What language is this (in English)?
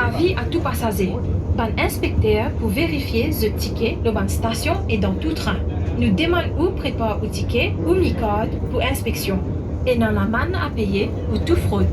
Morisyen